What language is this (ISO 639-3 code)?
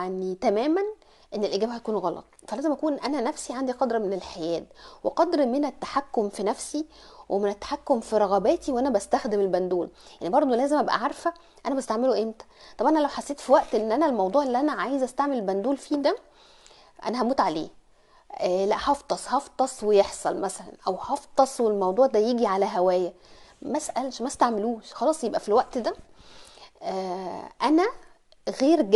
arz